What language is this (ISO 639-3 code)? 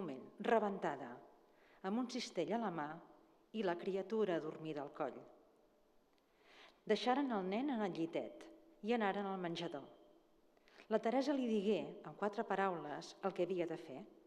cat